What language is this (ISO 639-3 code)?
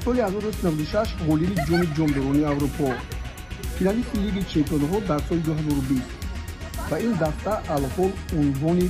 tgk